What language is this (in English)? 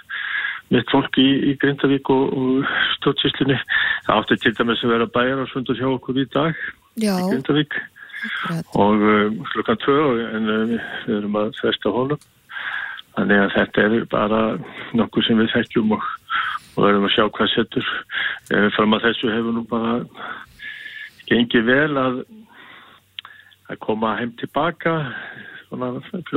Icelandic